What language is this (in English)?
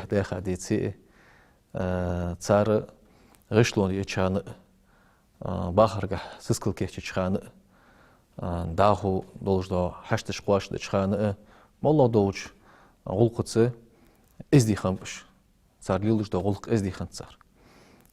Ingush